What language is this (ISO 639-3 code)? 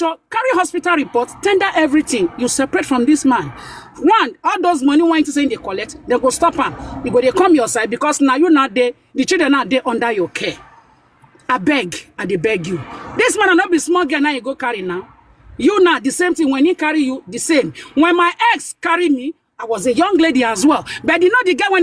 pcm